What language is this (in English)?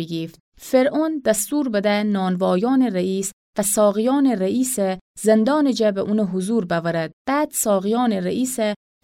Gilaki